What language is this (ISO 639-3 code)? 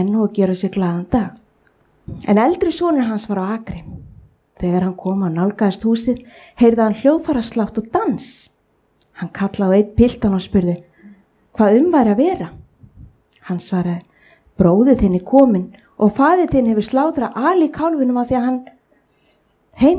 isl